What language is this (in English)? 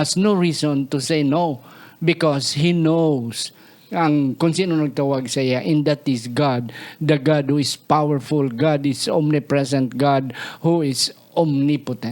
Hiligaynon